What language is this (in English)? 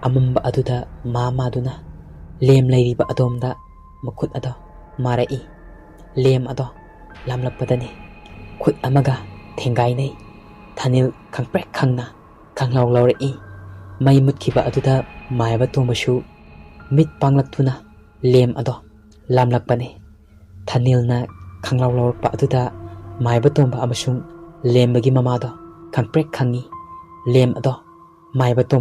Manipuri